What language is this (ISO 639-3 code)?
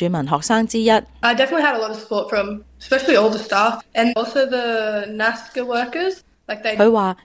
yue